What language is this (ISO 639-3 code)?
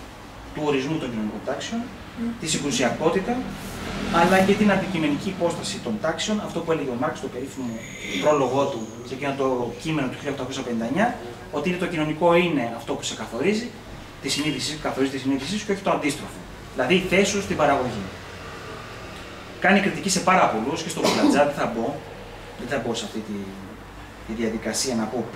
ell